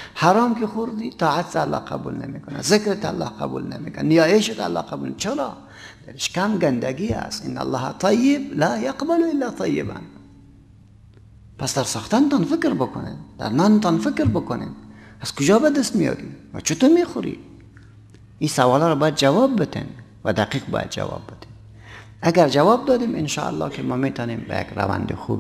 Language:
Persian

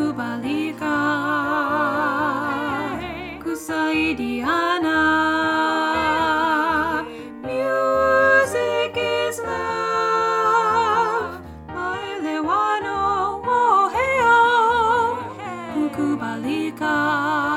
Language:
Swahili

